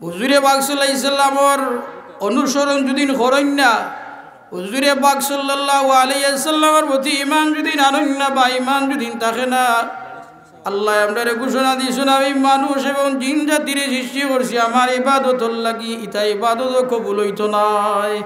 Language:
Sylheti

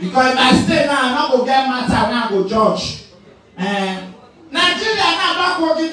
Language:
Nigerian Pidgin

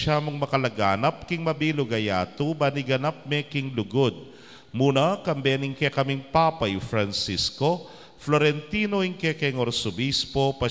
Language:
Pampanga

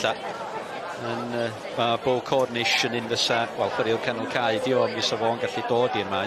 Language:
Welsh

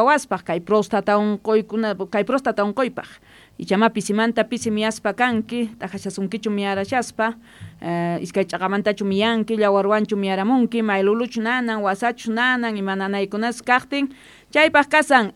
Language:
Quechua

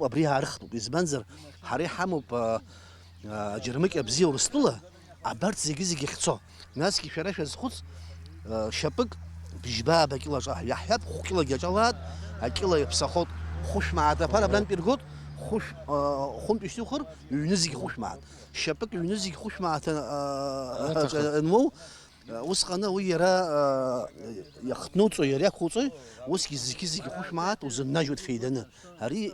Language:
Abkhazian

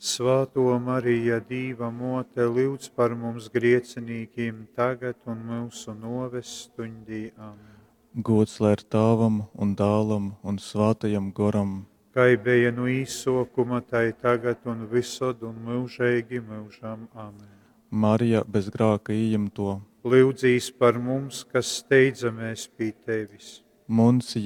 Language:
Latgalian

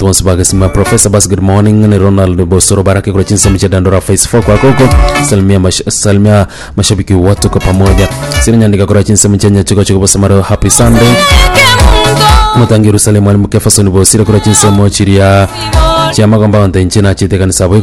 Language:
Gusii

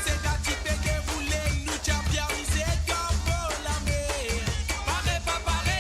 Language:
Morisyen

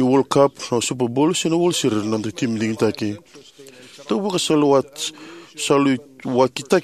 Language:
Fijian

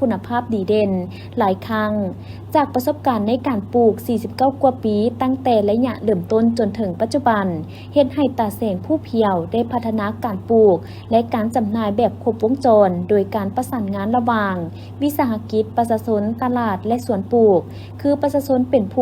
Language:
Lao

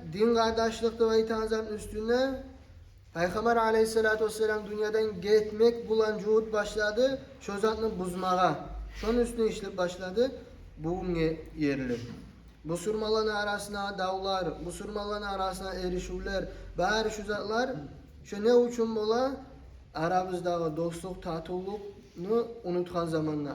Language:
Kumyk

